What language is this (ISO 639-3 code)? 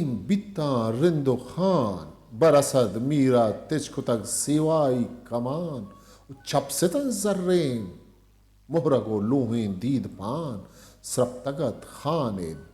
bgp